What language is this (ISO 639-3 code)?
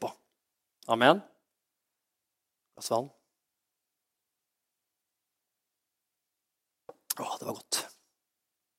nor